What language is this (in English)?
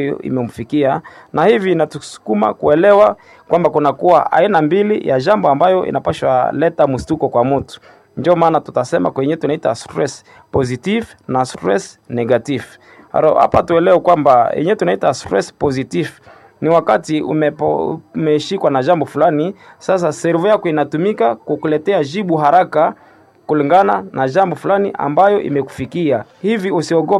Swahili